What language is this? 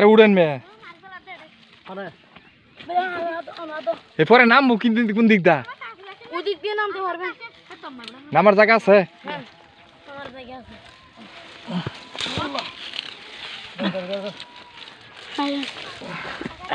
Bangla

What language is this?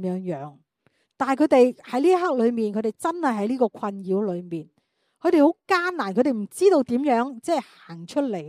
Cantonese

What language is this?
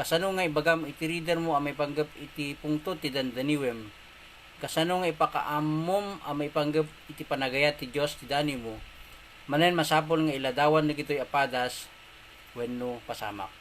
Iloko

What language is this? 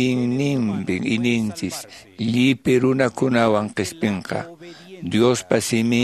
Quechua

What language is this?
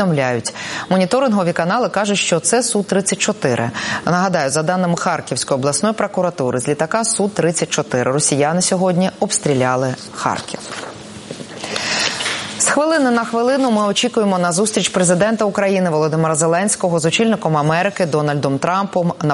Ukrainian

